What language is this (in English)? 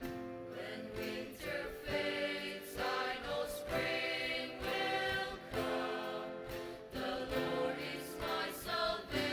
Ao Naga